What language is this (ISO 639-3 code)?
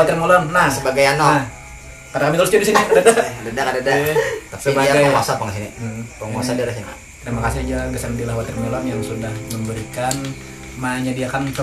bjn